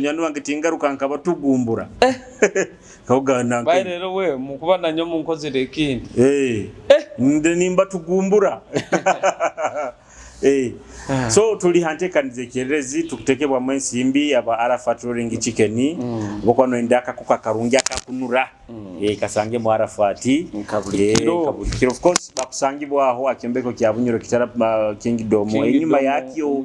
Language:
Nyoro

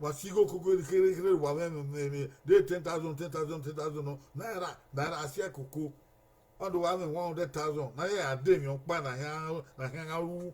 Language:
Bini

